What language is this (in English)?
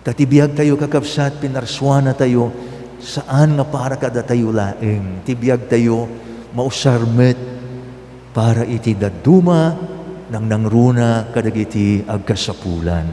Iloko